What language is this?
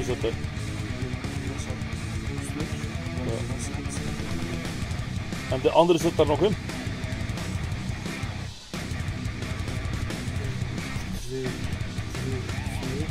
Dutch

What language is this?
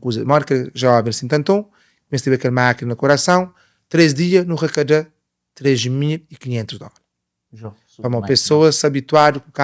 Kabuverdianu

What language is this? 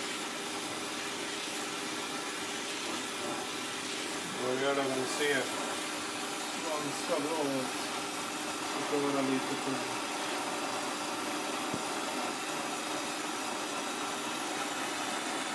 Swedish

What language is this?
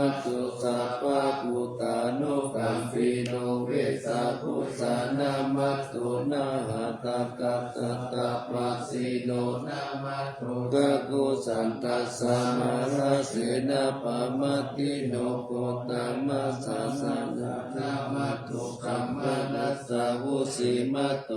Pali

